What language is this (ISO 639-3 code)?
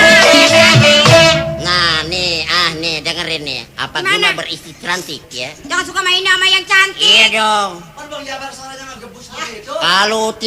bew